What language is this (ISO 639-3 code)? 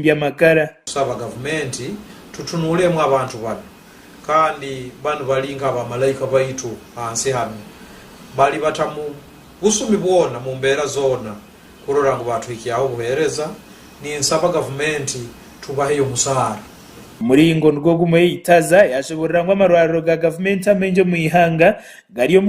nyn